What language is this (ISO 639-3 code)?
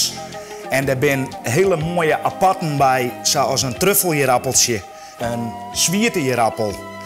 fry